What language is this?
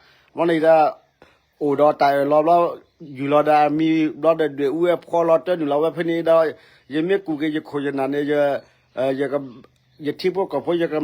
S'gaw Karen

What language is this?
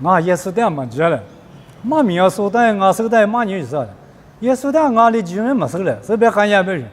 Lisu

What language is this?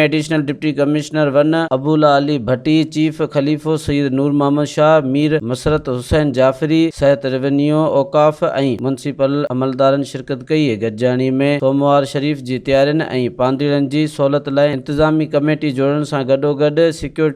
Sindhi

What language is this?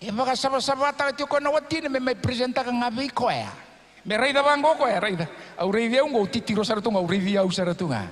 Fijian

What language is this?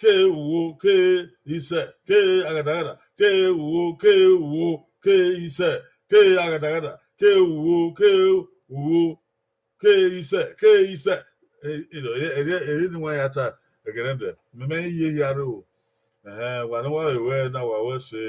Bini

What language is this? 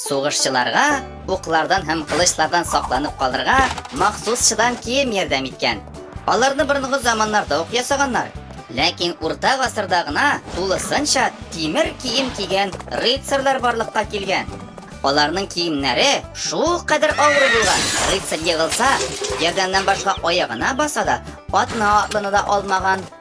Tatar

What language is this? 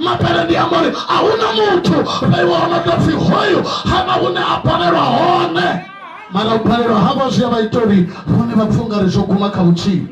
Venda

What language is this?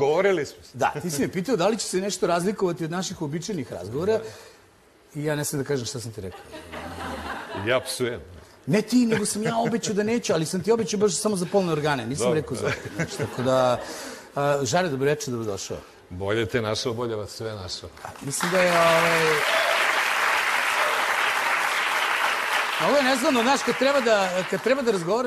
Serbian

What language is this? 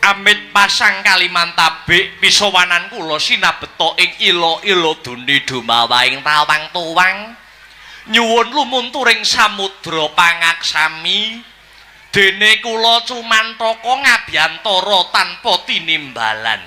Javanese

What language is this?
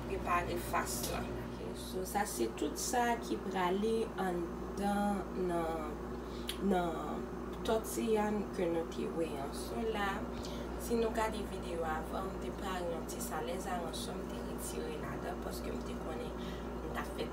Haitian Creole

